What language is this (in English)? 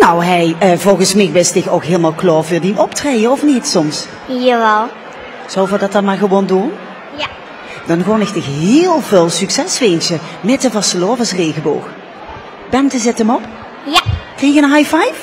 Limburgish